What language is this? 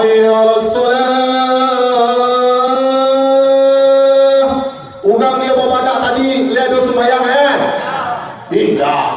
Minangkabau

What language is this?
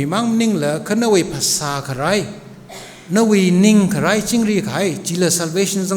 Tangkhul Naga (India)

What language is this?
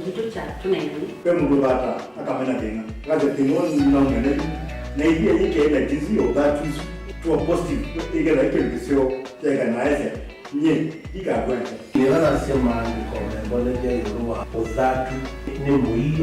Kamba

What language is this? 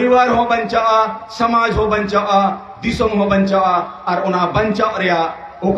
Santali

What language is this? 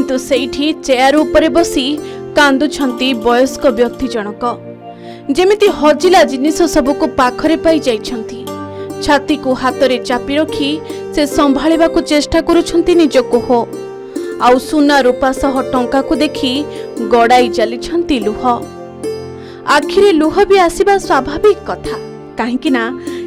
Odia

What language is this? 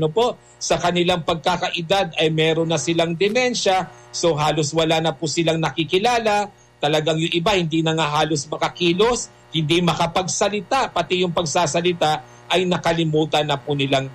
Filipino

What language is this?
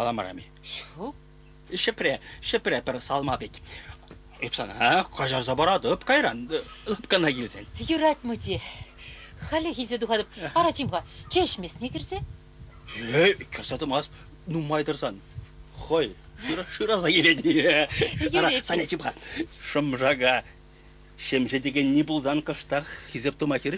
Chuvash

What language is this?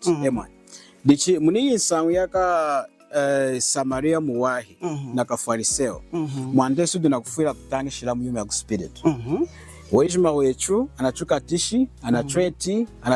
Lunda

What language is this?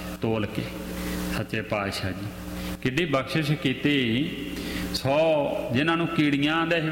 Punjabi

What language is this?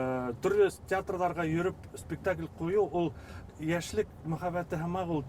Bashkir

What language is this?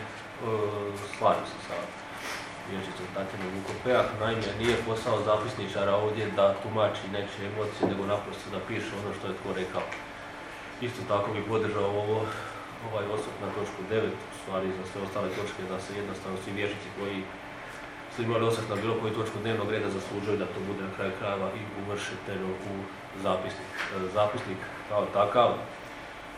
Croatian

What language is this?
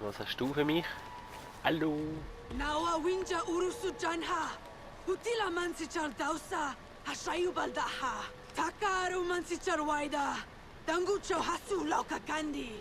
Swiss German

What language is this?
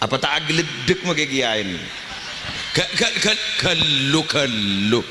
Madurese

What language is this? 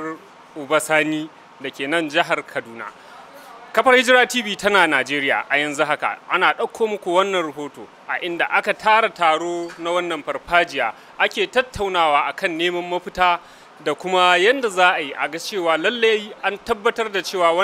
Hausa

